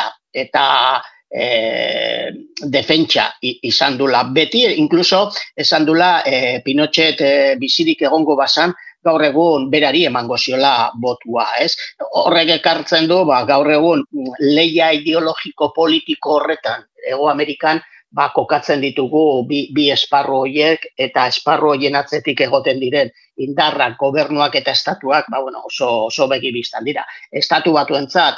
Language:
Basque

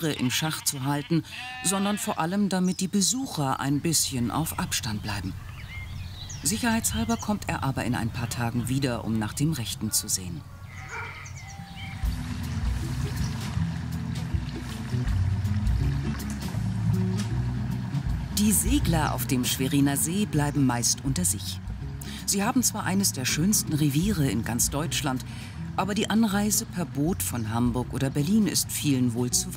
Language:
German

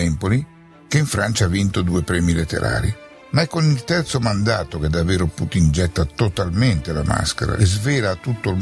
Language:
Italian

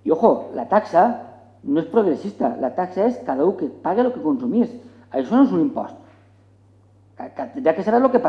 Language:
Catalan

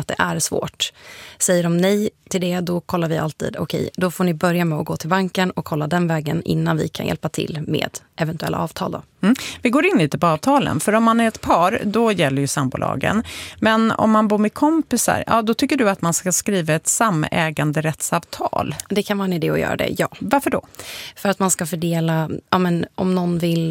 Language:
Swedish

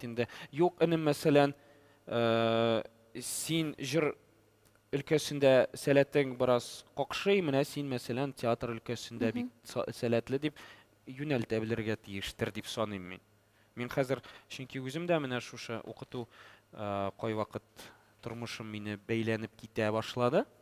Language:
Tatar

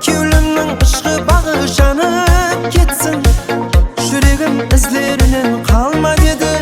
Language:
Kara-Kalpak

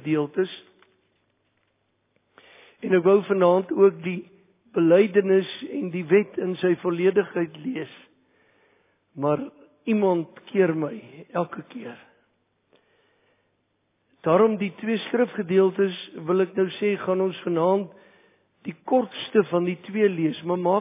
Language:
Afrikaans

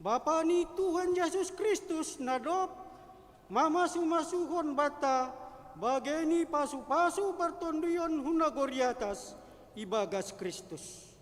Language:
Batak Simalungun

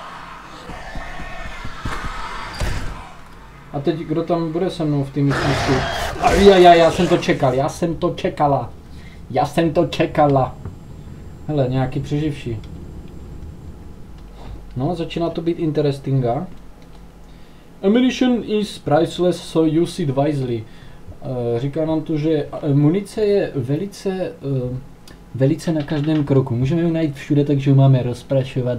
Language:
Czech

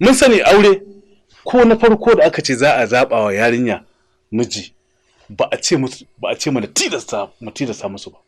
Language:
Hausa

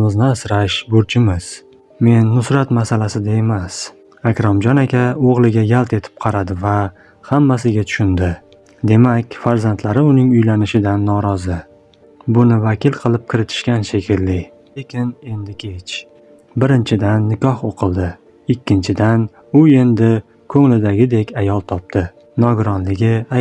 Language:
Uzbek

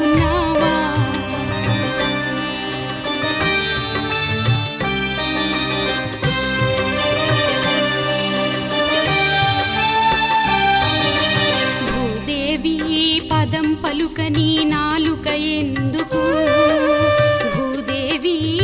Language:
Telugu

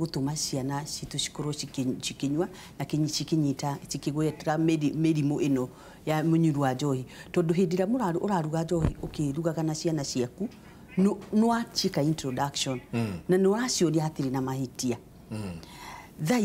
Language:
Kikuyu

